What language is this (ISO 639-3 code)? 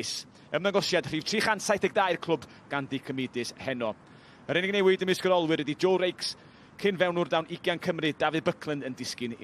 cym